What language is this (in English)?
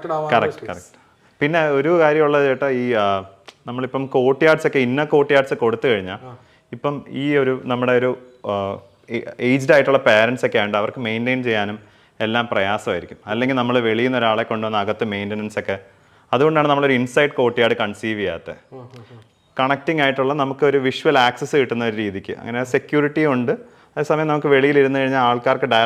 Malayalam